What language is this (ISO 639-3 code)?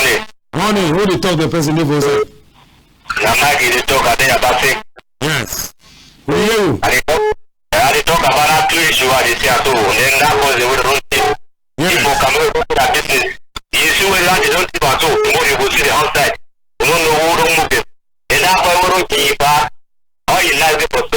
wes